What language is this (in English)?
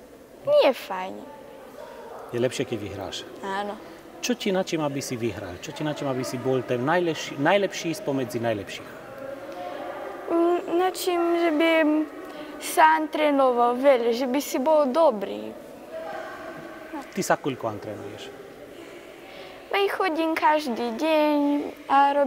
Slovak